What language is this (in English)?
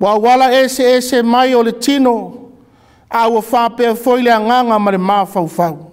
Samoan